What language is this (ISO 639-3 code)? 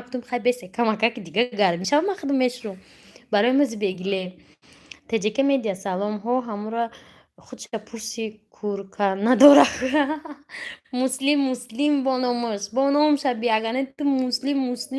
tgk